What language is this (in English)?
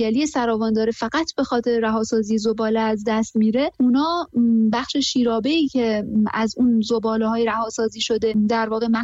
Persian